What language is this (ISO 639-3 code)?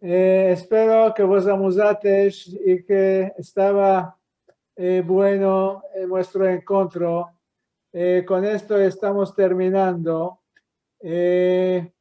lad